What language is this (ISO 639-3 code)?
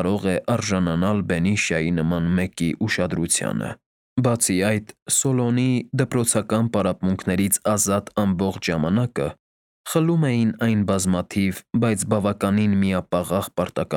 hye